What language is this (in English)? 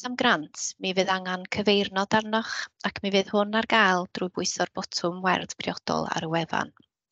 Welsh